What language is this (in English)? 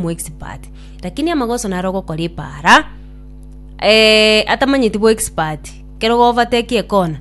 Gusii